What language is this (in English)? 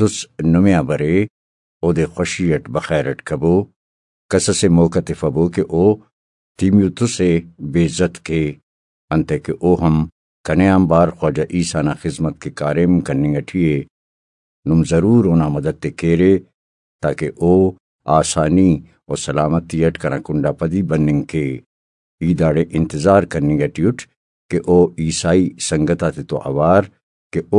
Brahui